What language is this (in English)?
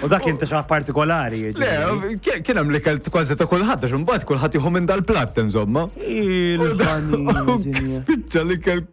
Maltese